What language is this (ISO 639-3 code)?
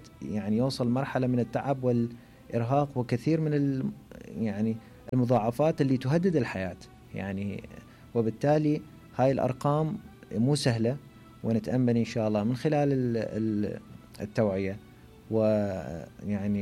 acm